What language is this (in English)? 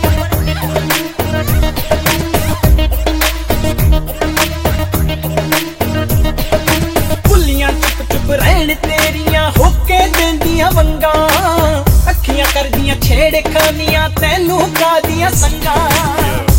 Punjabi